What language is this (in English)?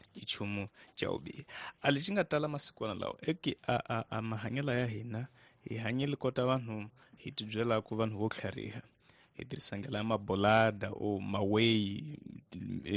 Tsonga